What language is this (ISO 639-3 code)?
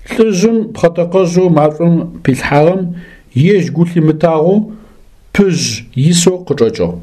ady